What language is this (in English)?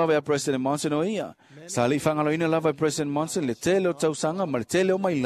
Samoan